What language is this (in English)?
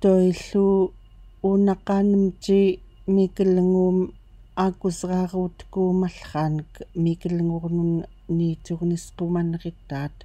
Central Yupik